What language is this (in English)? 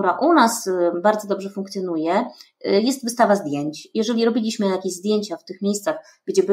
Polish